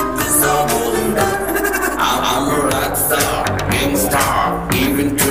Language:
Kara-Kalpak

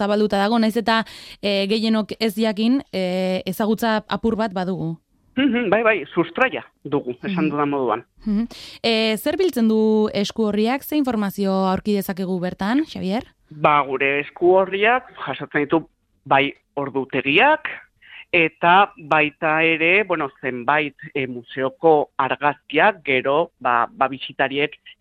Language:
Basque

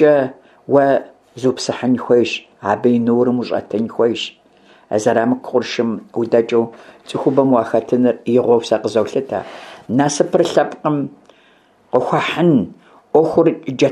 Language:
Kabardian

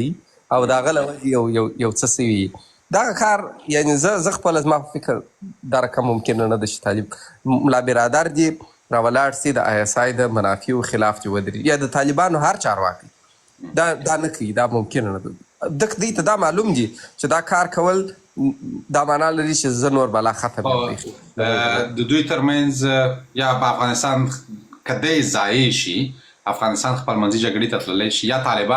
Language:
Pashto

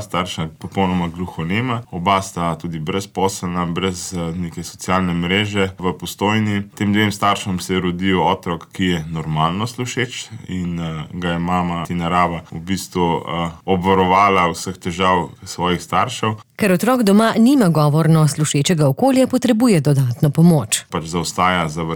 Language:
Slovenian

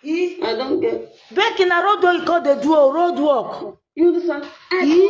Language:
Nigerian Pidgin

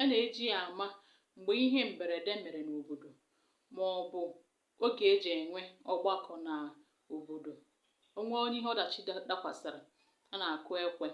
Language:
Igbo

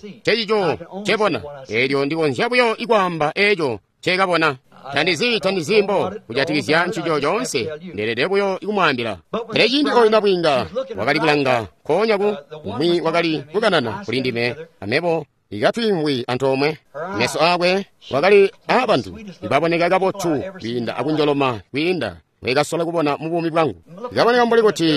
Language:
Tonga (Zambia)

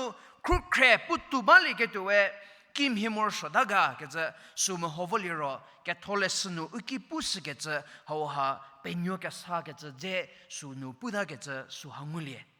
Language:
Angami Naga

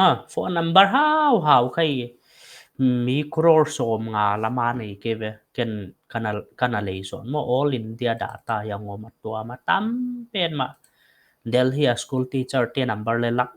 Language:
Paite Chin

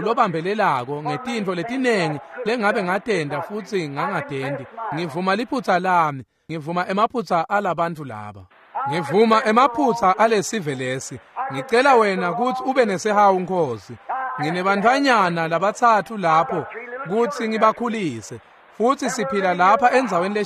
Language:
Swati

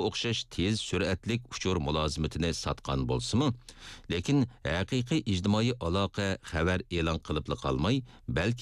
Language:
Uyghur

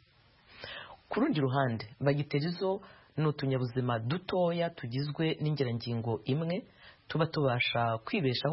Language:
Kinyarwanda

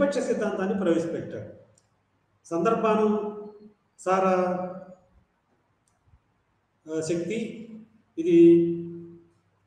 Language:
Telugu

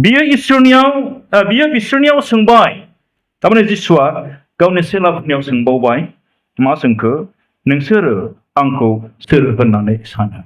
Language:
Bodo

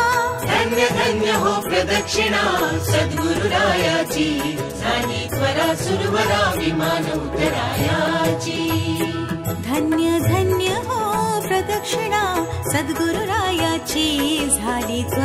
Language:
Marathi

